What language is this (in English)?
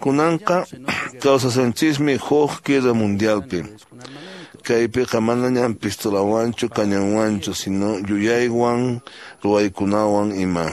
Quechua